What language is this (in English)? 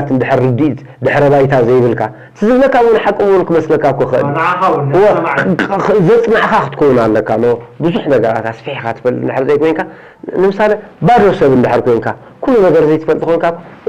Tigrinya